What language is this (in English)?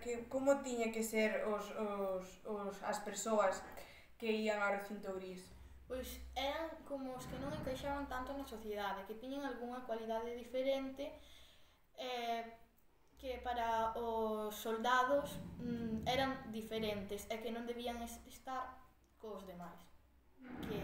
Galician